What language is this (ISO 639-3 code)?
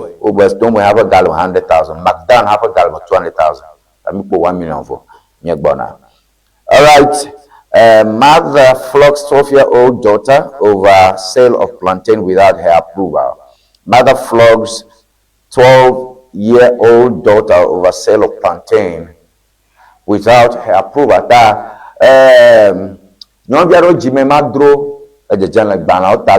ewe